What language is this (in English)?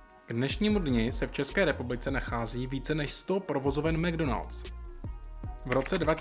Czech